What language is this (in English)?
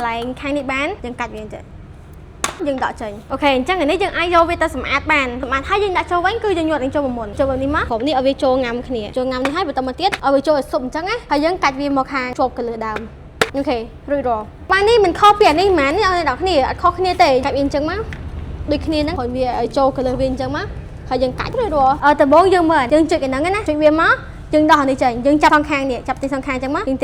Khmer